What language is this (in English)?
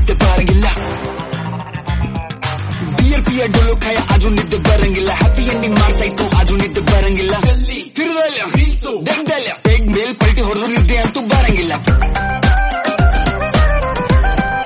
Kannada